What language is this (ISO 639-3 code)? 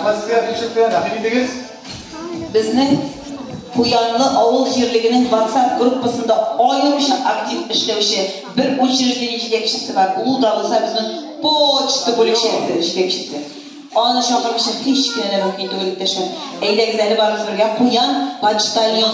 tat